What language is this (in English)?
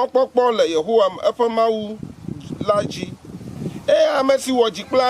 Ewe